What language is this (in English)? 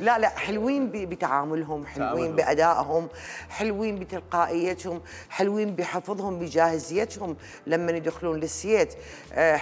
Mesopotamian Arabic